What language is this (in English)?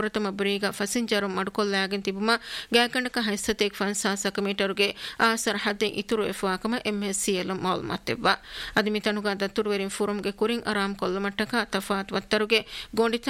Divehi